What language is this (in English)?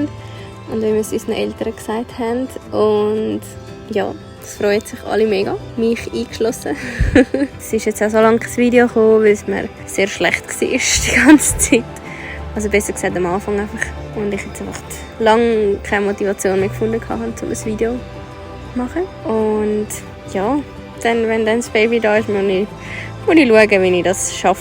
Swiss German